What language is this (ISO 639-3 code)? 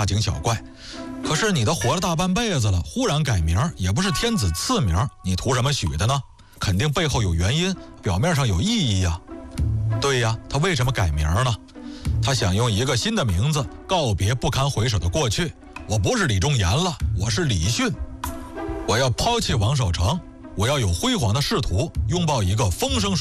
zho